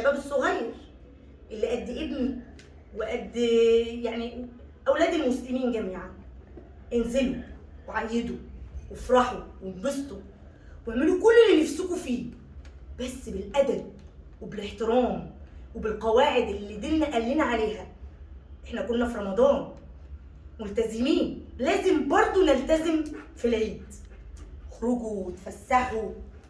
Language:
Egyptian Arabic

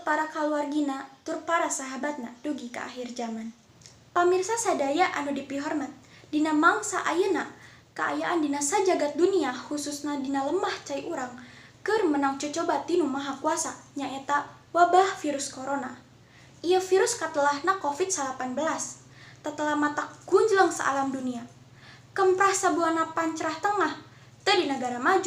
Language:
Sundanese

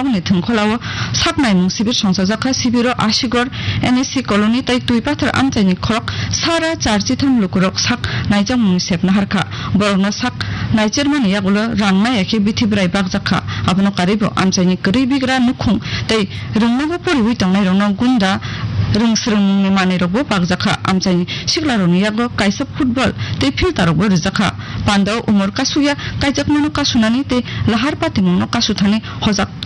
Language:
Kok Borok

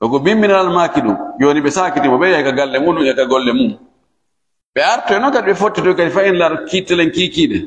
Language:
Fula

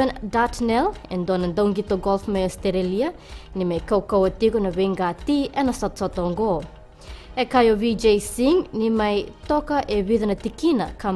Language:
Fijian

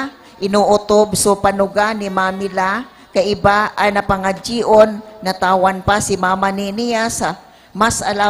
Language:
Bikol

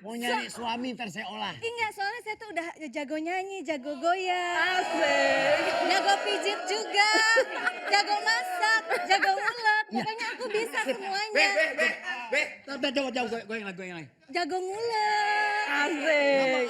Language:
Betawi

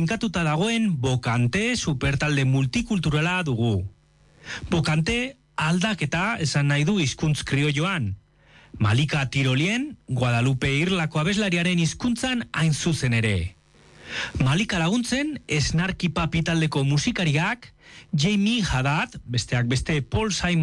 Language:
Basque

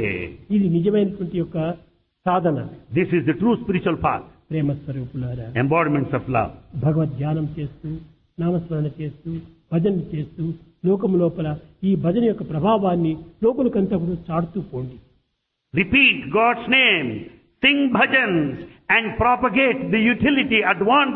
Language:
Telugu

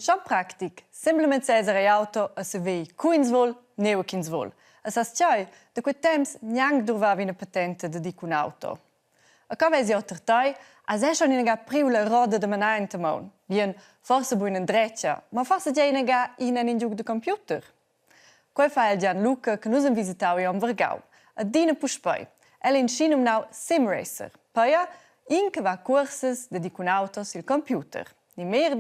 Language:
Romansh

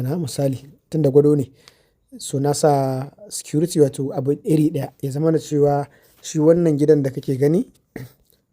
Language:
Hausa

